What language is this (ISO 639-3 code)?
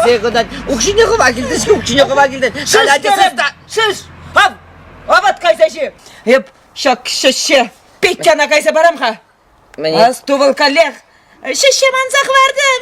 chv